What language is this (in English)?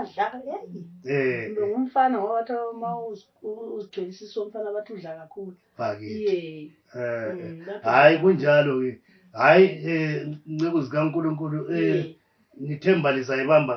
North Ndebele